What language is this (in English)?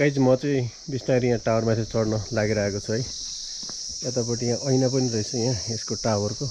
Nepali